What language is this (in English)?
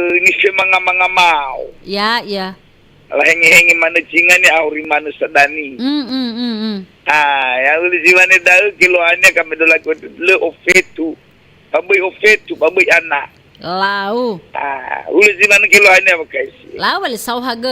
Nias